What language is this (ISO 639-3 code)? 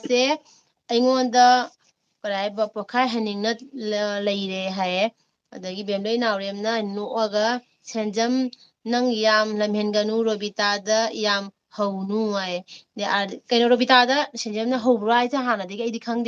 mni